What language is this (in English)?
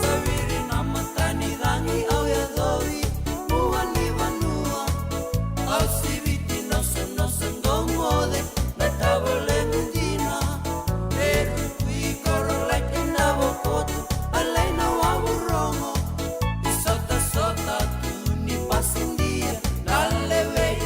Fijian